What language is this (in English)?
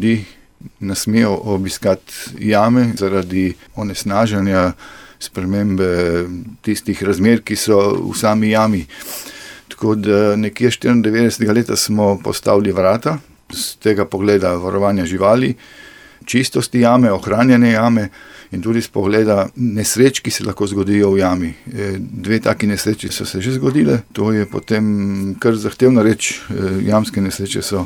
Slovenian